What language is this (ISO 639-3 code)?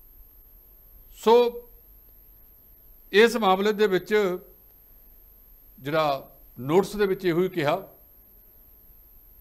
pan